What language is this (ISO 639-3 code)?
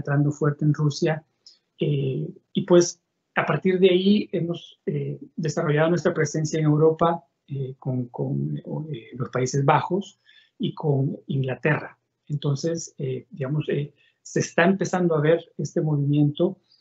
spa